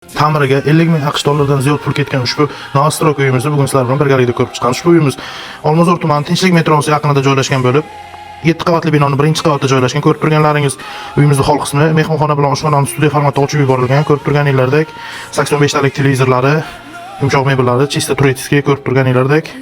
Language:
Uzbek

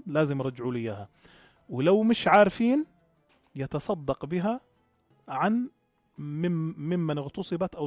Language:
North Levantine Arabic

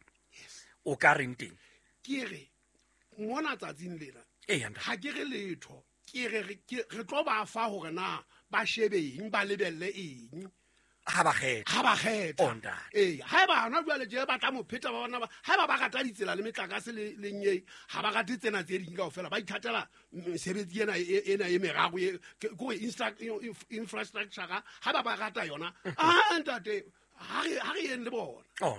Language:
Southern Sotho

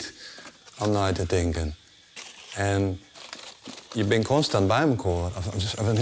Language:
Western Frisian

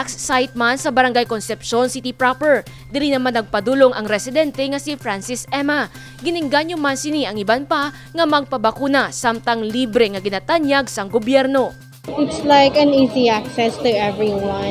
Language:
Hiligaynon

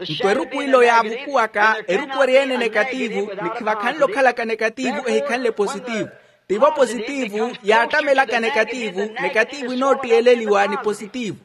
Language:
Makhuwa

